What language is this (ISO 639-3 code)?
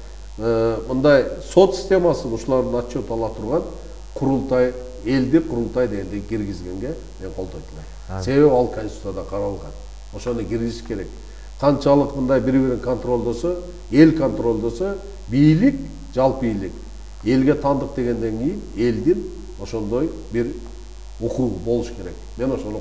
kir